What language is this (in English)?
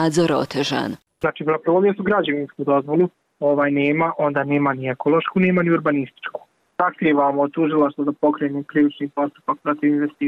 Bosnian